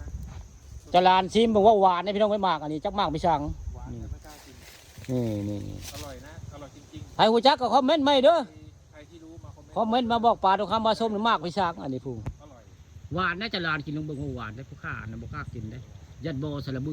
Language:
Northeastern Thai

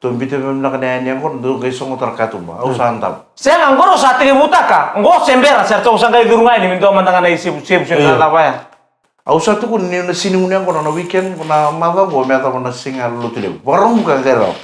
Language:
Fijian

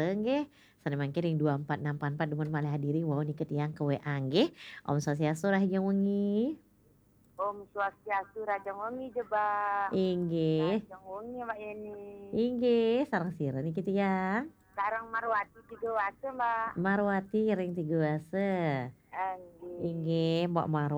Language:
Balinese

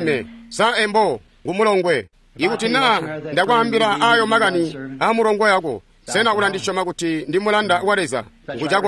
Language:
Tonga (Zambia)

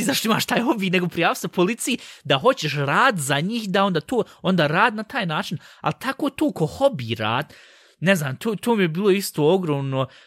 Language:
Serbian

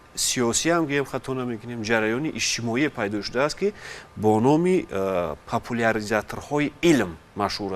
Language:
Tajik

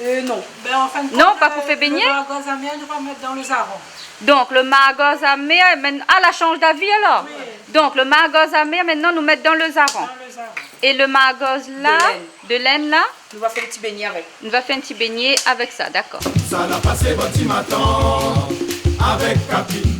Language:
Réunion Creole French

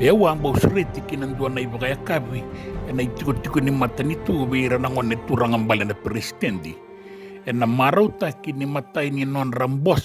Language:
Fijian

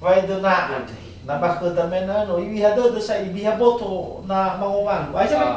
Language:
Nias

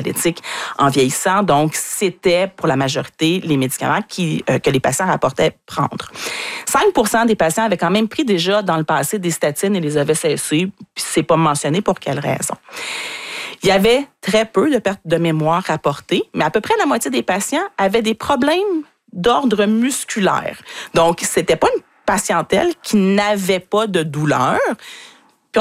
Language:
French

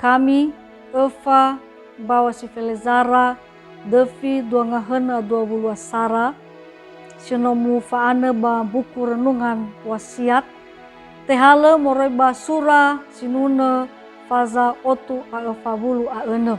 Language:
Nias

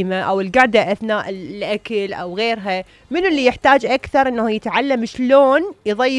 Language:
Mesopotamian Arabic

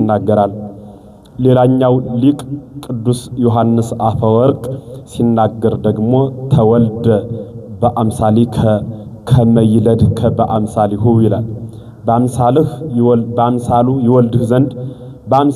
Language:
Amharic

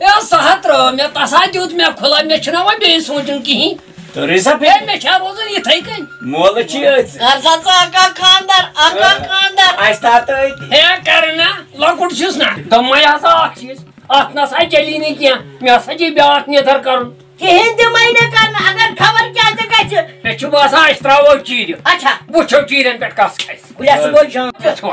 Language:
Kashmiri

